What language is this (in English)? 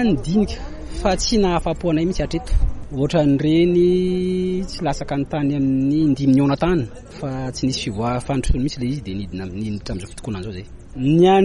Malagasy